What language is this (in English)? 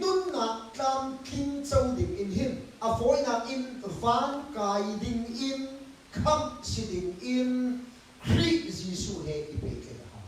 Hakha Chin